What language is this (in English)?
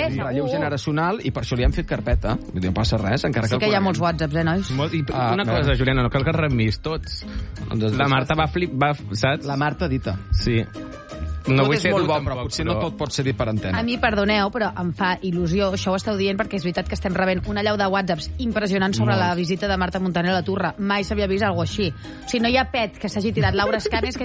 Catalan